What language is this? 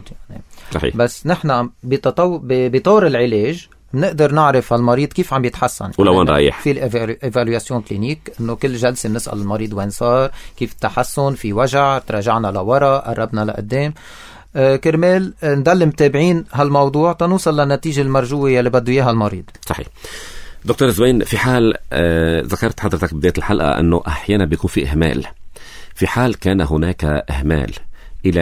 North Levantine Arabic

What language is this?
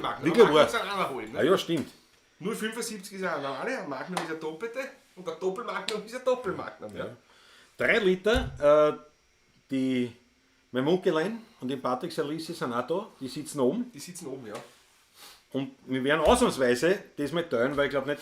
Bavarian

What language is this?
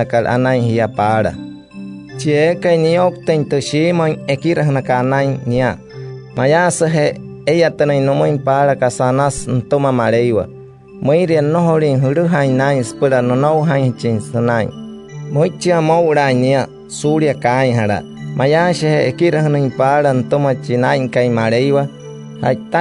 Wayuu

